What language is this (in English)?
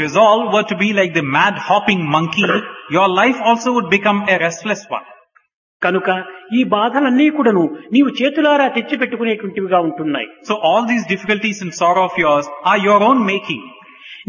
Telugu